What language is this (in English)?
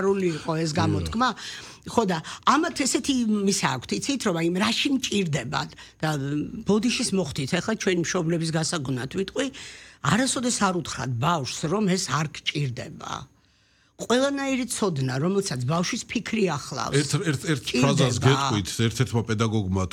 Georgian